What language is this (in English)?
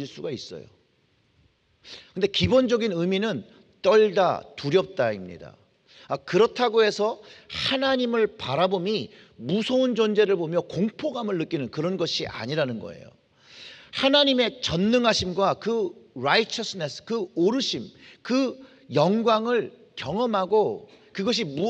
Korean